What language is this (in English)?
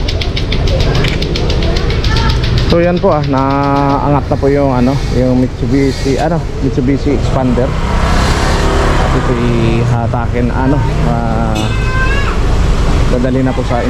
Filipino